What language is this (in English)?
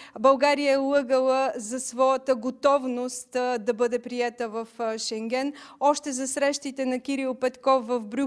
Bulgarian